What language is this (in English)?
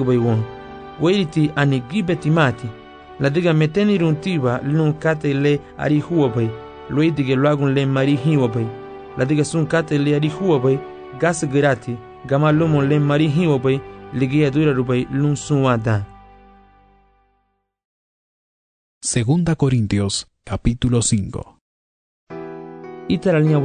Garifuna